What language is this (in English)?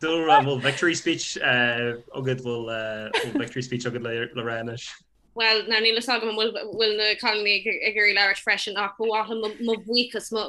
Irish